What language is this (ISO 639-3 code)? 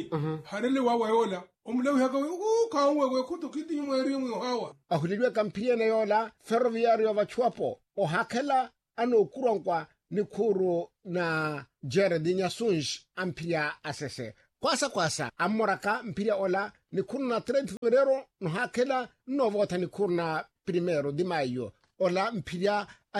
vmw